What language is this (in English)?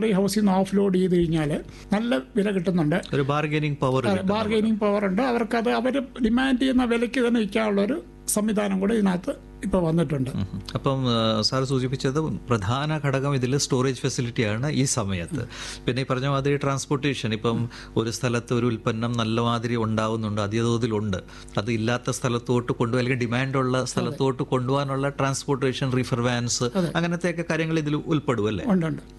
Malayalam